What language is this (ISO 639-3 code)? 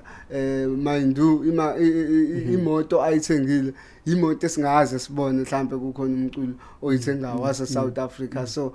zul